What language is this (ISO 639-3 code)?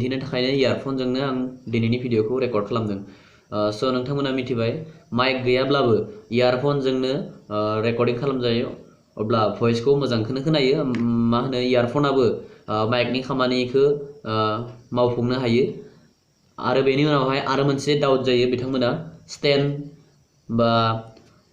brx